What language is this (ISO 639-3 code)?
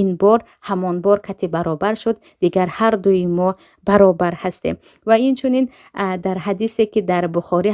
tgk